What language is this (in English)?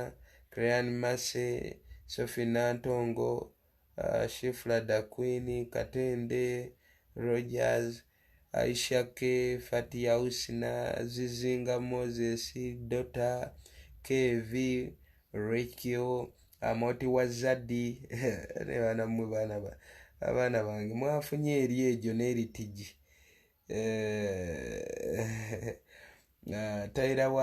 Ganda